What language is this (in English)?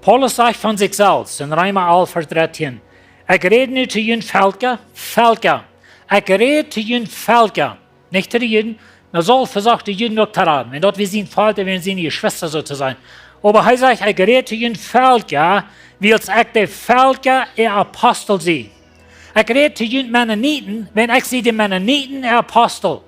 Plautdietsch